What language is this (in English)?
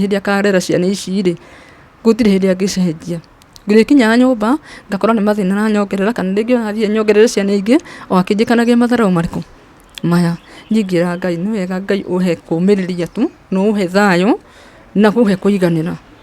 Kikuyu